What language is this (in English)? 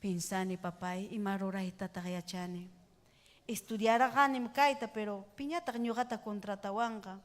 Ayacucho Quechua